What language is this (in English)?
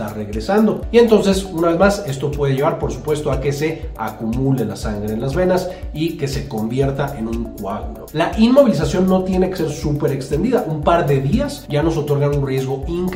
Spanish